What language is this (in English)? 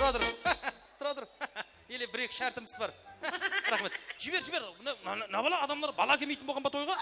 Kara-Kalpak